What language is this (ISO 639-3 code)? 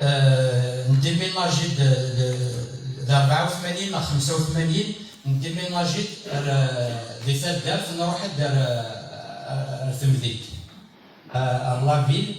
kab